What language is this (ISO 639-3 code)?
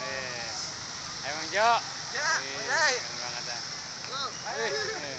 bew